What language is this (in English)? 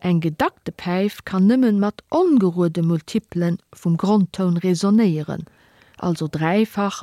Luxembourgish